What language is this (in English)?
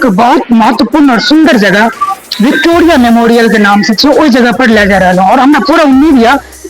Maithili